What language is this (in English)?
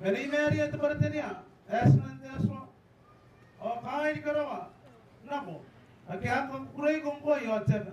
Gilbertese